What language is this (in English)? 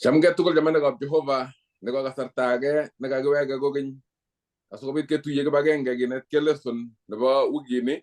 Kalenjin